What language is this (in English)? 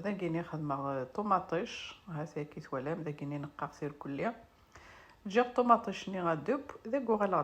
Kabyle